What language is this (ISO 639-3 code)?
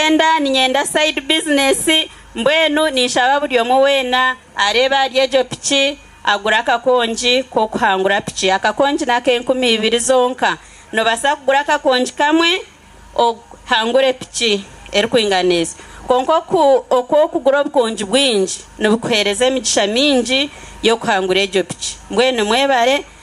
nyn